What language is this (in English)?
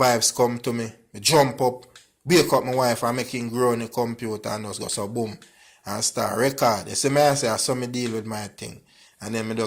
Jamaican Creole English